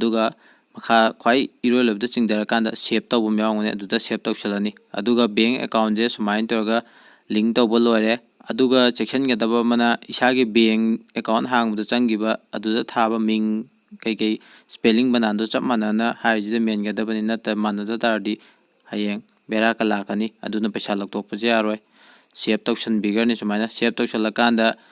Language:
Manipuri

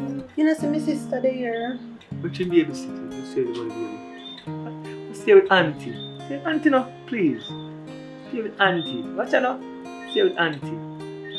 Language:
Jamaican Creole English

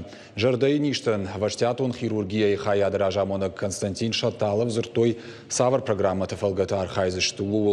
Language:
Ossetic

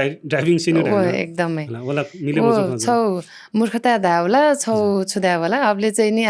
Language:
Newari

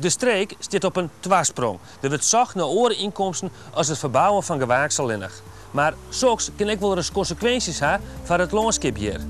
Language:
Western Frisian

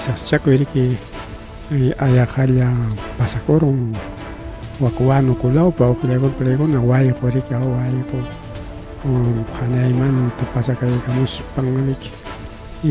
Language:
Ayacucho Quechua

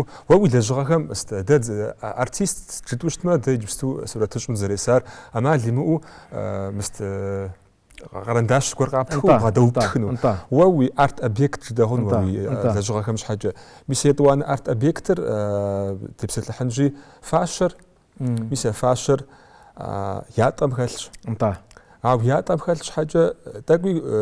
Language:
Kabardian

